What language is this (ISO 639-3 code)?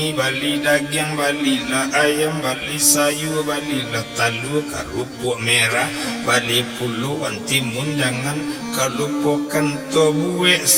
min